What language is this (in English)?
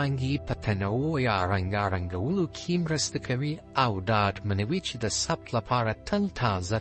Pashto